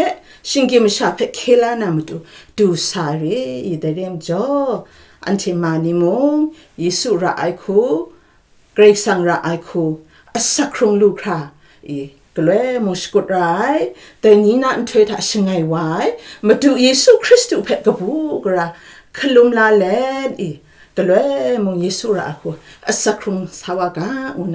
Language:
Kachin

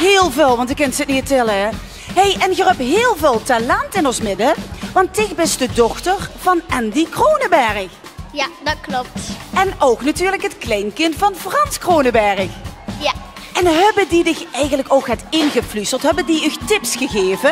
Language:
Limburgish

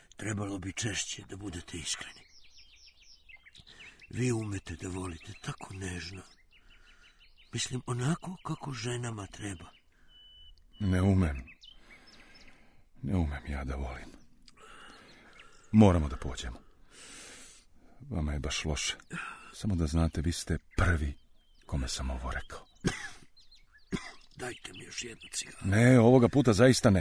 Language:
Serbian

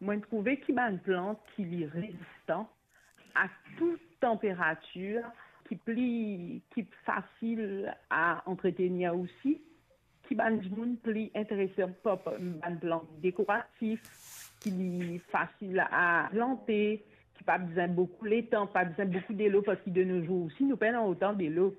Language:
Morisyen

